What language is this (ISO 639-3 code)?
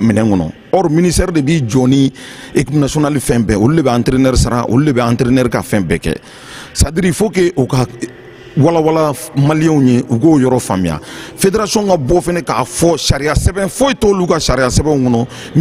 bam